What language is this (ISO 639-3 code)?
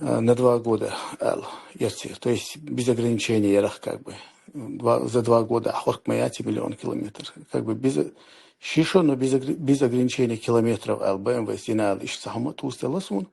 che